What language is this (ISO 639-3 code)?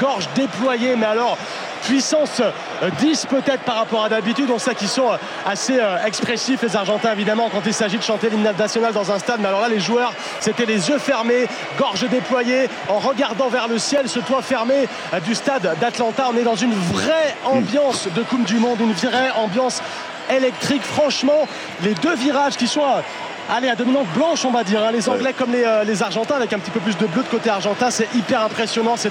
fra